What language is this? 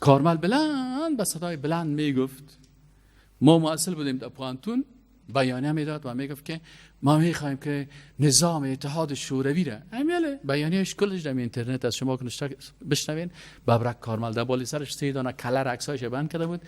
Persian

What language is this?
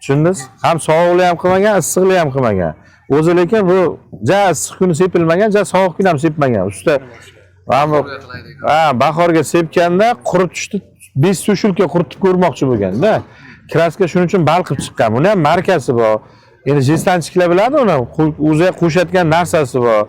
Uzbek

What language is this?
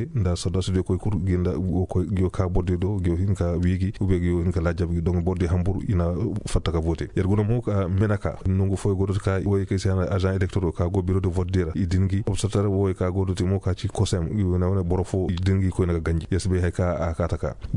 Koyraboro Senni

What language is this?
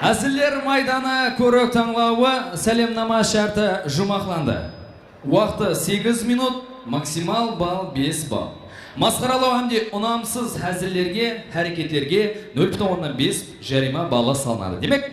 Kara-Kalpak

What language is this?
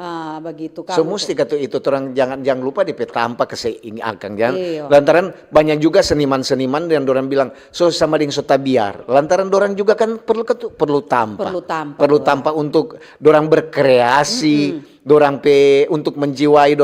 Manado Malay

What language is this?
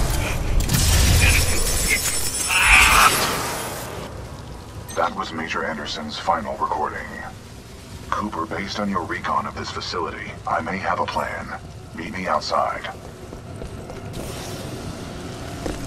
English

